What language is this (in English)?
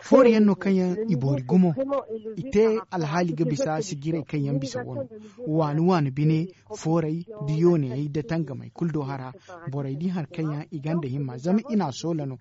Zarma